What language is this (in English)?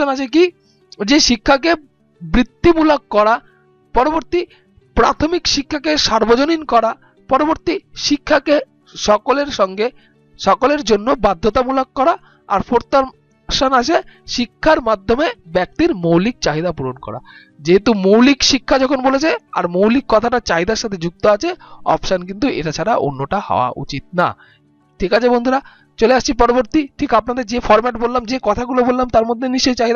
Bangla